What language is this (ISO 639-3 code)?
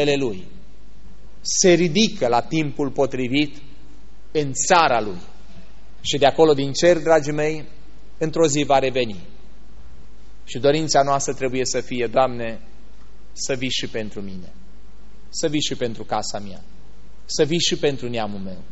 ron